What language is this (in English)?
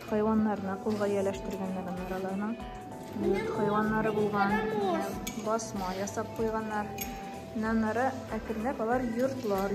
Tatar